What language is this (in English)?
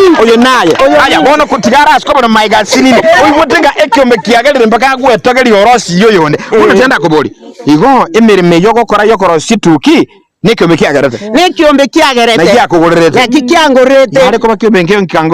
Gusii